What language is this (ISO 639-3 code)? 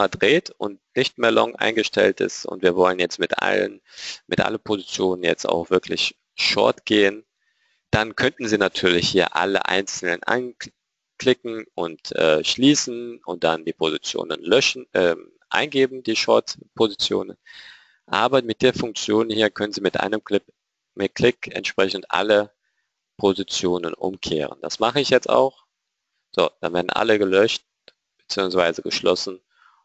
deu